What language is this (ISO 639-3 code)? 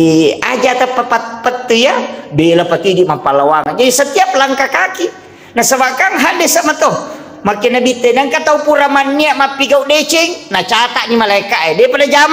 bug